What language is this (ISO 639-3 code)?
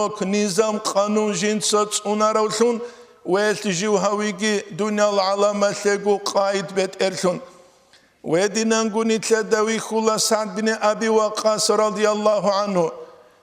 ava